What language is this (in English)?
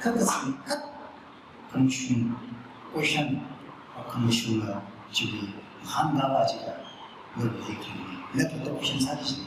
Tangkhul Naga (India)